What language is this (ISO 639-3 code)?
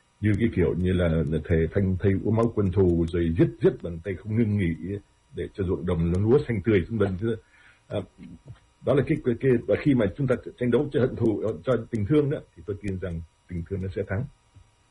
vie